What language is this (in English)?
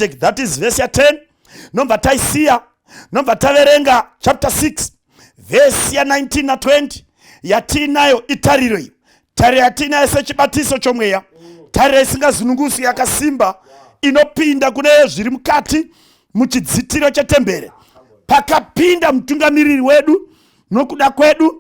Shona